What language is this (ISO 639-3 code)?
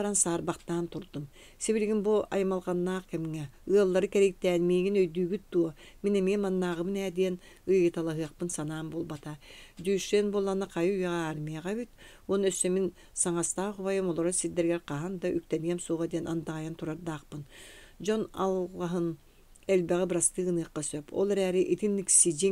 sah